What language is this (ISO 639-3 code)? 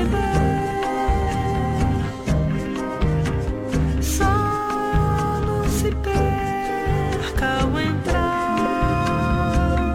por